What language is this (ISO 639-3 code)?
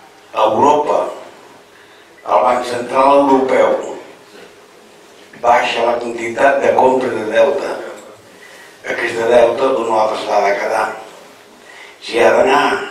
cat